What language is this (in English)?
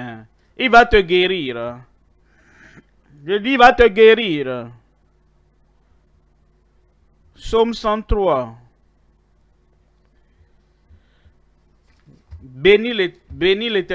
French